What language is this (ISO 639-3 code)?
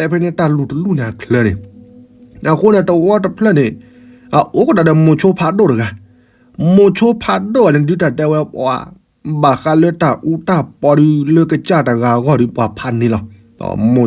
ksw